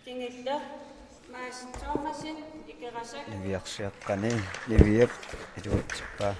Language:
Kalaallisut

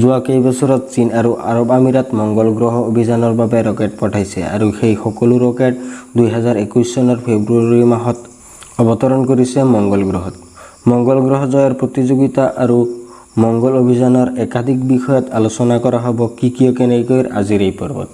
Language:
Assamese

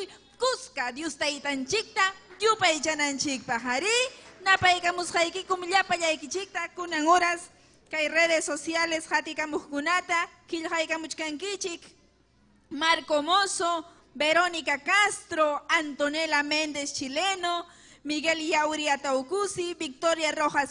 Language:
Ayacucho Quechua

